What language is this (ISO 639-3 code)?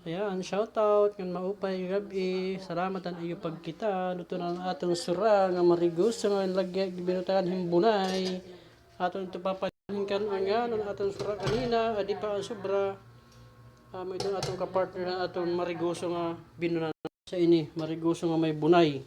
war